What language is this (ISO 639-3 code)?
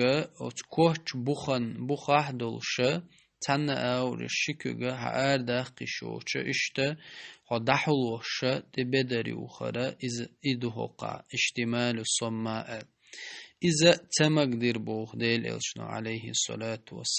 che